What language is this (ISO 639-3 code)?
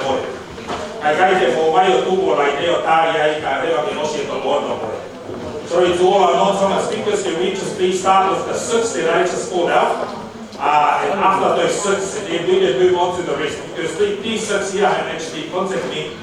ton